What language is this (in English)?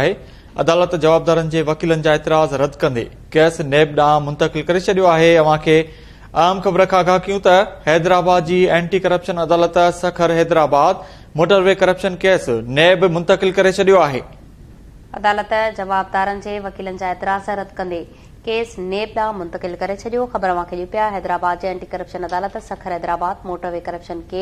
Sindhi